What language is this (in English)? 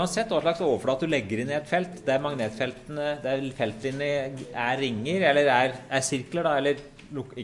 Norwegian